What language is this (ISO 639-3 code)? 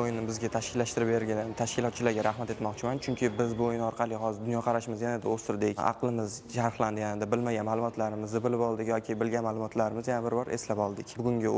uzb